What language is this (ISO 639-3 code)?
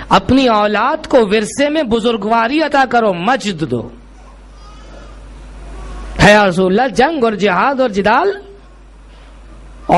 urd